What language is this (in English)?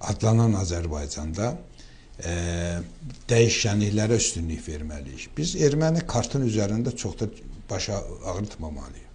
Azerbaijani